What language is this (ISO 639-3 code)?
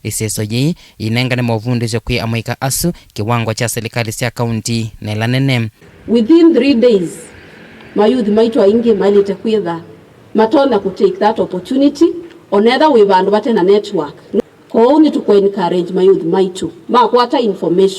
kam